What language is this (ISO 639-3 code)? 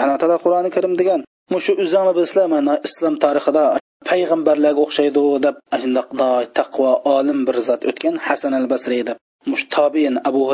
uig